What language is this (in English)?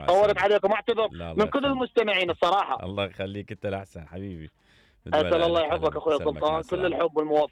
Mesopotamian Arabic